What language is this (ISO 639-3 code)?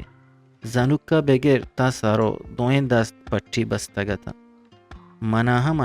bgp